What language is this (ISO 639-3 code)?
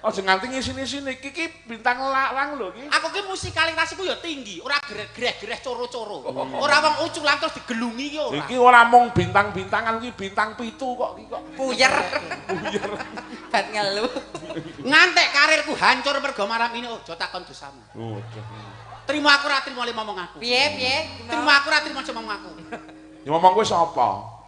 jav